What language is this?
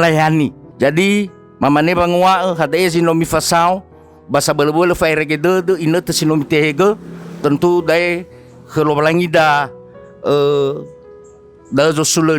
Nias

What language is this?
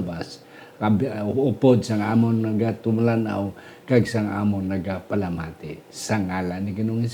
Hiligaynon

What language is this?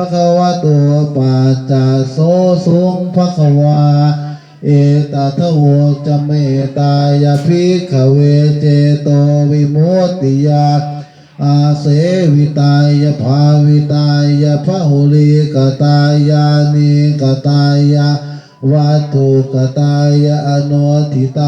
Pali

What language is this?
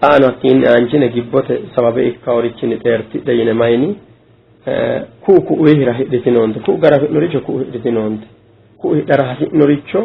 Sidamo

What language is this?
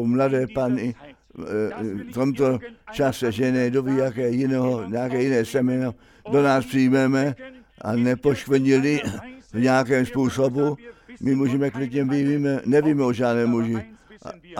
Czech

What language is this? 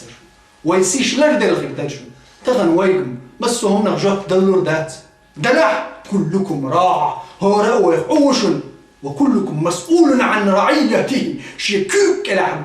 Chechen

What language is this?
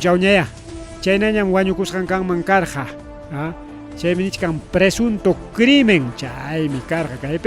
Ayacucho Quechua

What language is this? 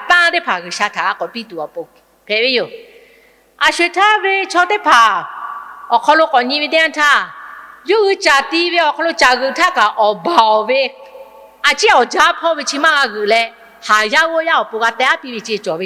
Lahu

